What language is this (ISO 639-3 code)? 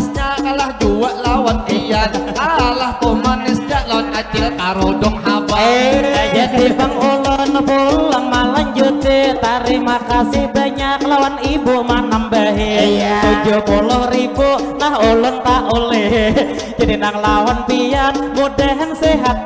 bjn